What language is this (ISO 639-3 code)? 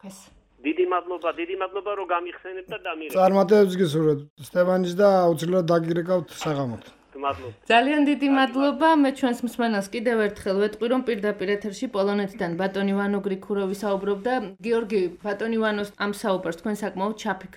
kat